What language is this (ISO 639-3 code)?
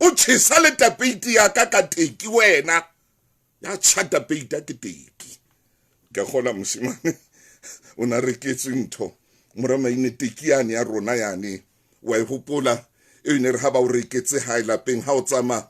sot